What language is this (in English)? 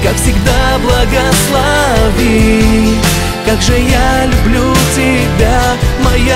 Russian